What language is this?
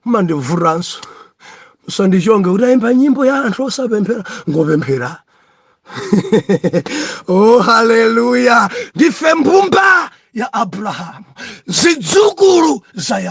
Nyanja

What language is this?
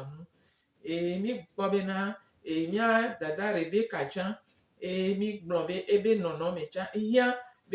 Gen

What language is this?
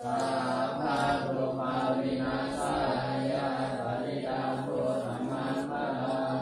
Pali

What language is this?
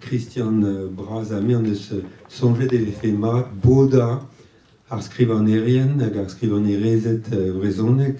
Breton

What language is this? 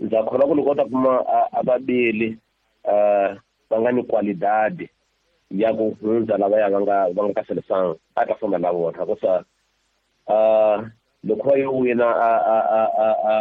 Tsonga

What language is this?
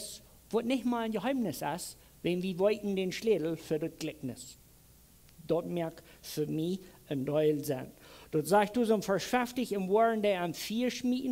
Plautdietsch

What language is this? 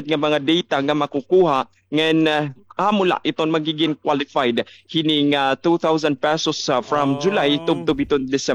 Waray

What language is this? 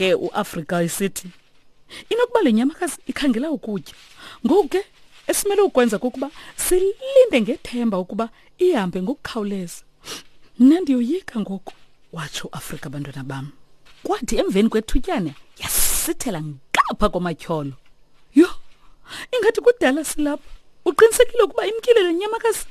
Xhosa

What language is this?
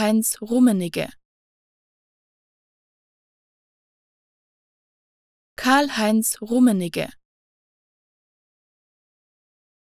German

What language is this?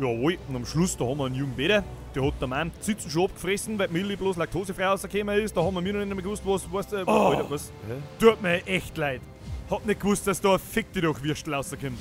Bavarian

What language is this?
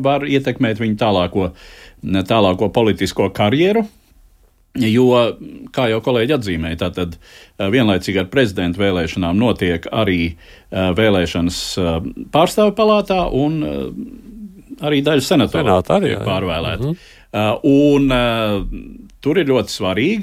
Latvian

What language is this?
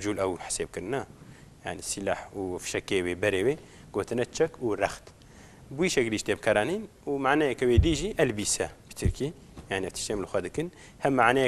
Kurdish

